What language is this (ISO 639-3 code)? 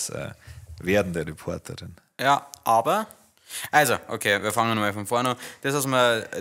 bar